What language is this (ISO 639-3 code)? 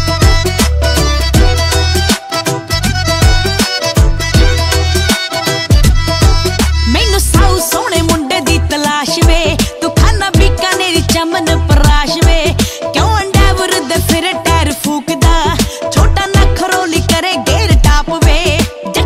pan